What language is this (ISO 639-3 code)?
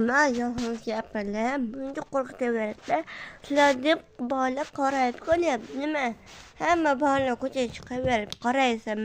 uzb